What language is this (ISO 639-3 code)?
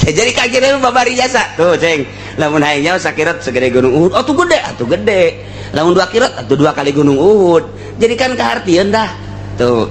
sun